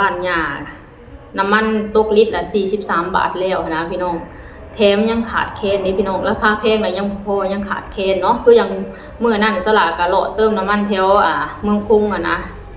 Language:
Lao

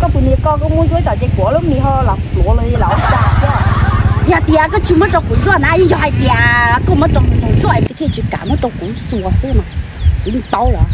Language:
Hmong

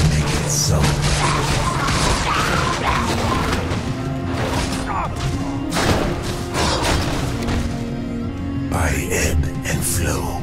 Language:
English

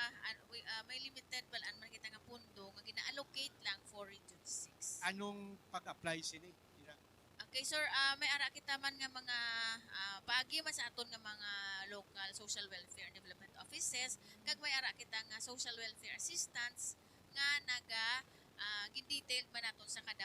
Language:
Hiligaynon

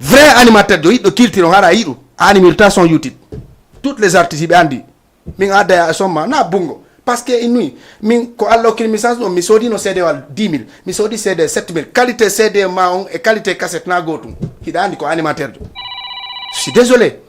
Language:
Fula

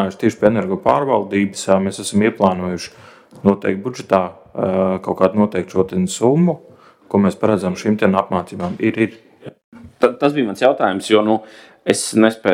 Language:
Latvian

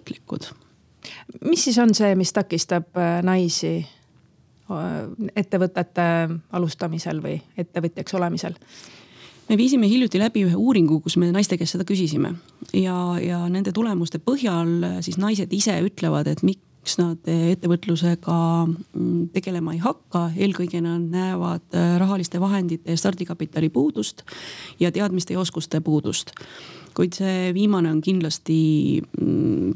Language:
Estonian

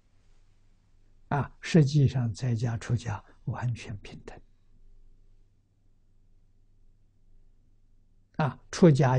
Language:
Chinese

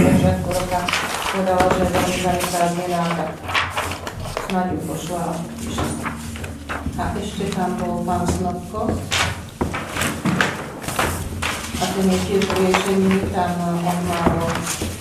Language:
Slovak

